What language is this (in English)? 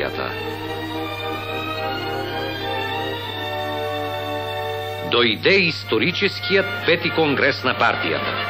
Bulgarian